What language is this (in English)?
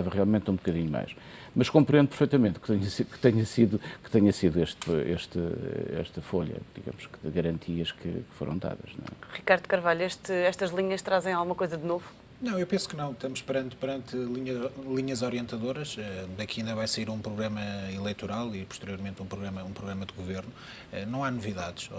Portuguese